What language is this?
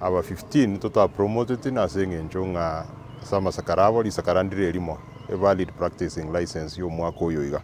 Gusii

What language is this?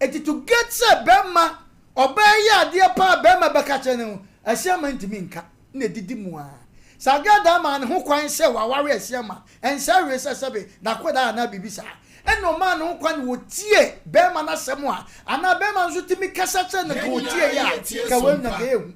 Akan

